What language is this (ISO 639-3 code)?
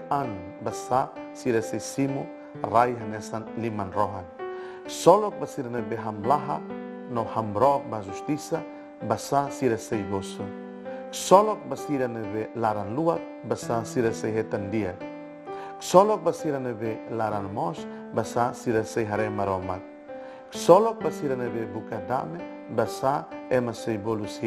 tet